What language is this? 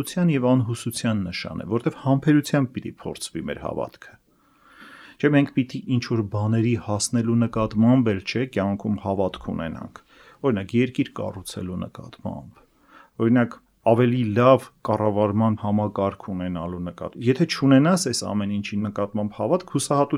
Armenian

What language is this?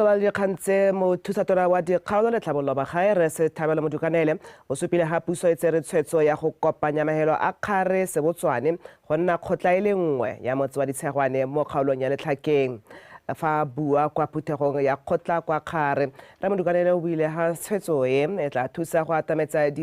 Tswana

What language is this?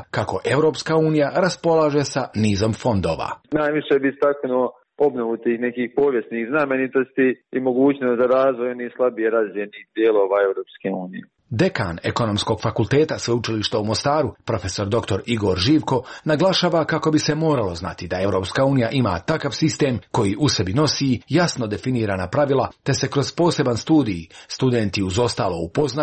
Croatian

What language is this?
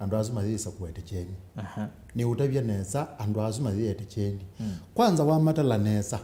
Kamba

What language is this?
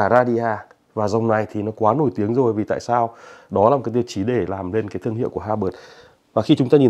Vietnamese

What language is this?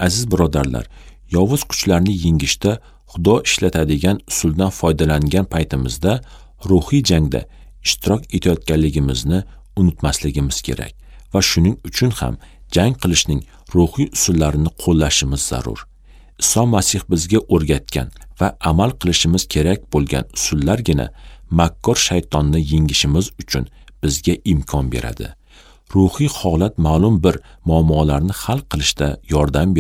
Uzbek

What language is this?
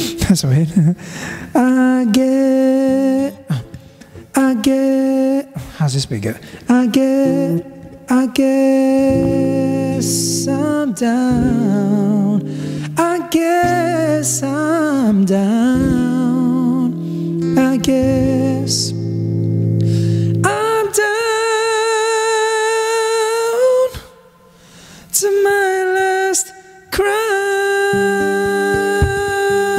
English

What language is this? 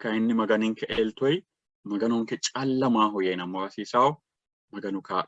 Sidamo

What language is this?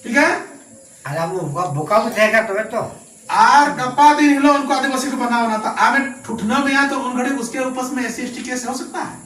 Santali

